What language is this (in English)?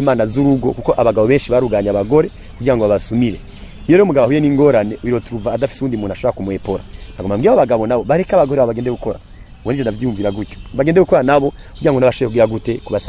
Rundi